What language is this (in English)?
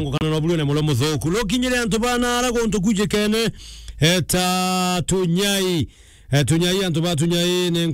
Meru